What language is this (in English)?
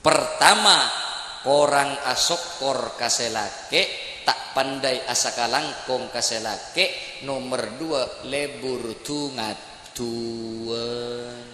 Madurese